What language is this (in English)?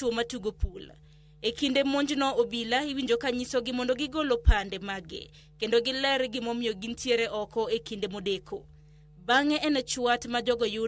Luo (Kenya and Tanzania)